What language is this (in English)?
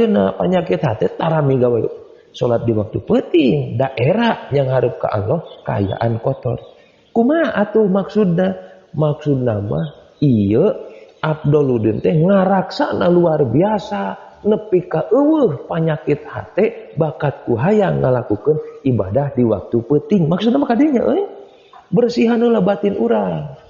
Sundanese